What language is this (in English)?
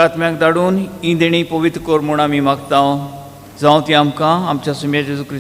Konkani